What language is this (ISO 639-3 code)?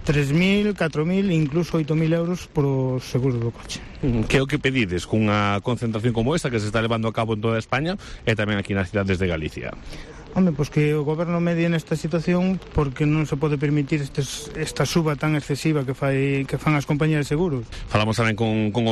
glg